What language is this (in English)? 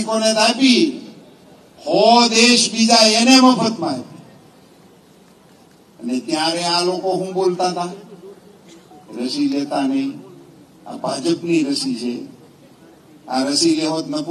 Gujarati